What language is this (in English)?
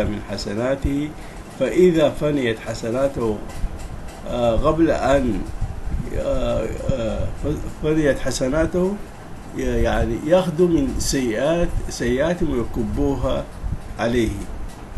Arabic